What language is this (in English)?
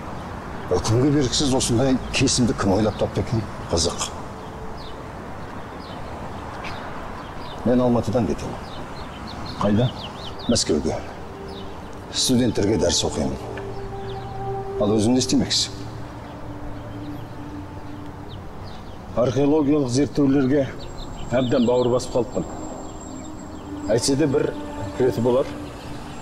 Kazakh